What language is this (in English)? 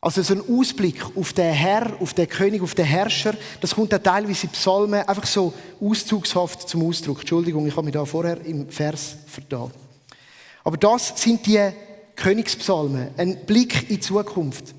Swiss German